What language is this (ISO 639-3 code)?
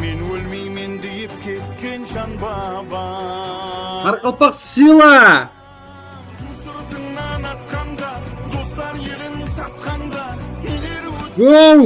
kaa